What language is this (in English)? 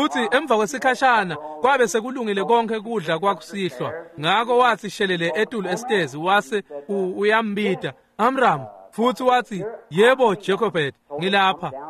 Swati